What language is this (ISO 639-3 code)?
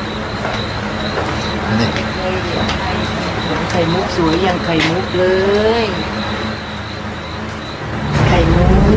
tha